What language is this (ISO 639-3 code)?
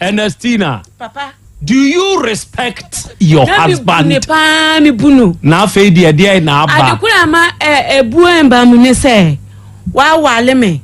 aka